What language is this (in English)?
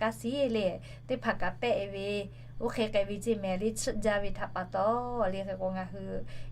Lahu